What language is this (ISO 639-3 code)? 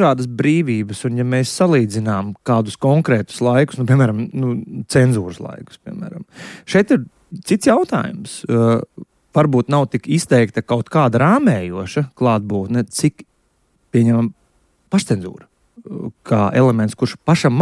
lav